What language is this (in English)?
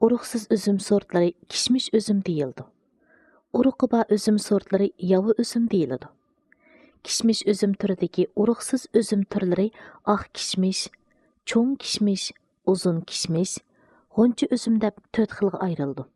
Uyghur